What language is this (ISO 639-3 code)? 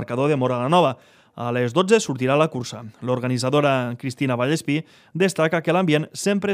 cat